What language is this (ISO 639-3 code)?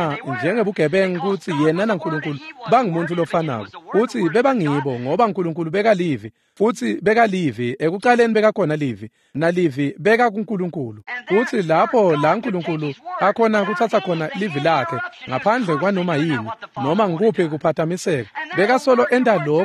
ssw